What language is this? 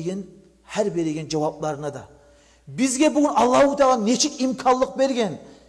Kumyk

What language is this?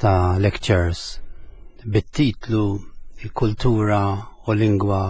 Maltese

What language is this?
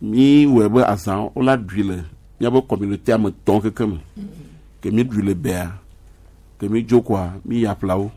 Gen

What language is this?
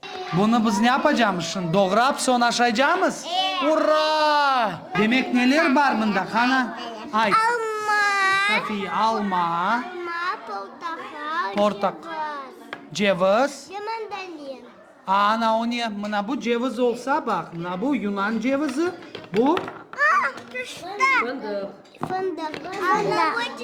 Crimean Tatar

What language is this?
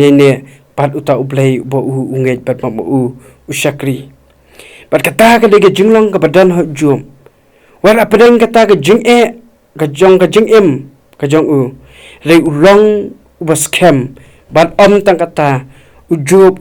Khasi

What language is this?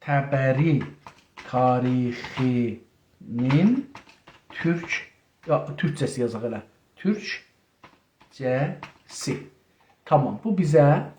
South Azerbaijani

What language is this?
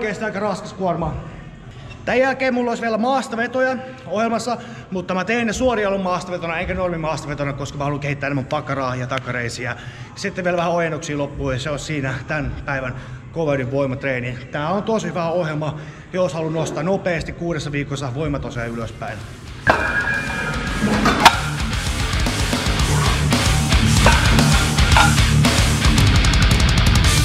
Finnish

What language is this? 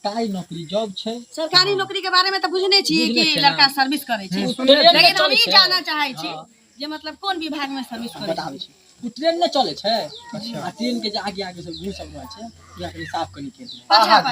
Maithili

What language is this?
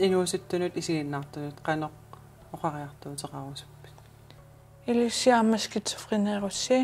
Kalaallisut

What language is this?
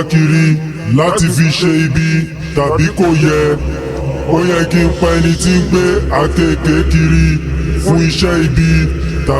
Yoruba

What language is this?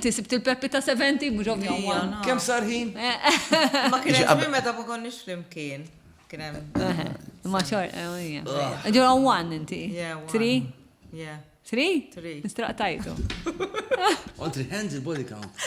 Maltese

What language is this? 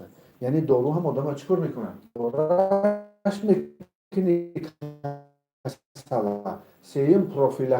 Tajik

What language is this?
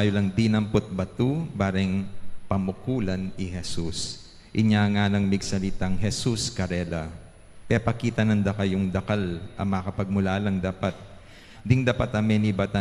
Pampanga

